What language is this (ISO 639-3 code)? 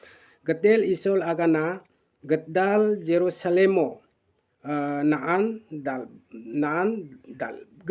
grt